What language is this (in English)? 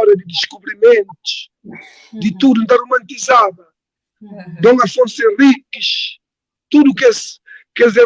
Kabuverdianu